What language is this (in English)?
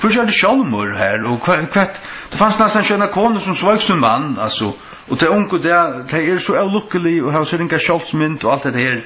Faroese